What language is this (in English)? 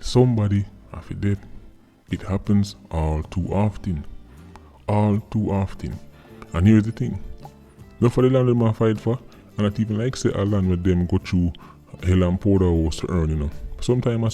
Jamaican Creole English